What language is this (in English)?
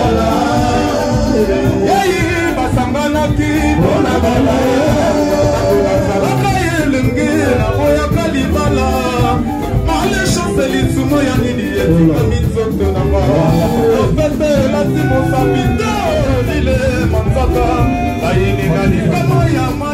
Lingala